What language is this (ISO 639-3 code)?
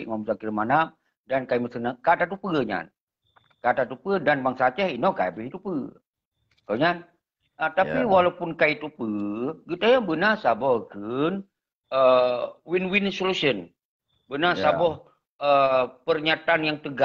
ace